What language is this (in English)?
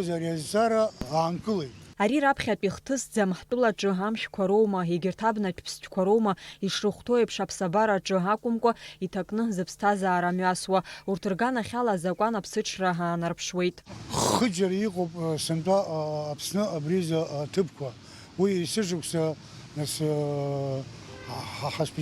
Abkhazian